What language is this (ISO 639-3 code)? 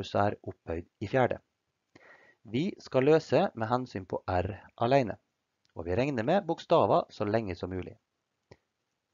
nor